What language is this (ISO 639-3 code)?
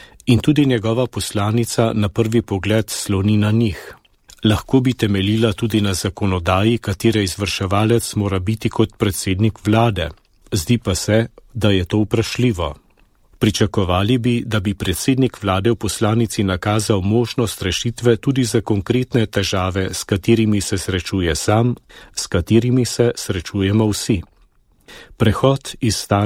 slv